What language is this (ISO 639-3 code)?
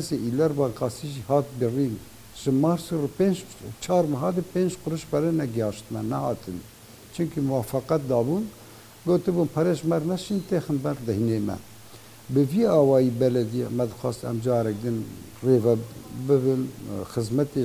kur